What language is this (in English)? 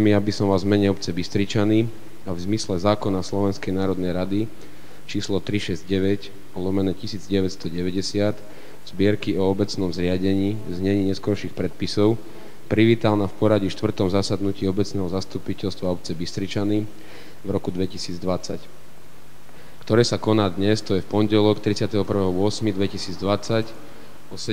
Slovak